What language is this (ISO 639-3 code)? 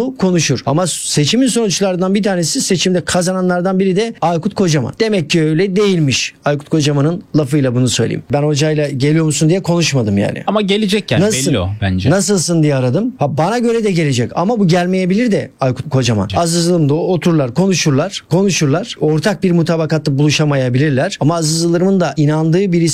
tur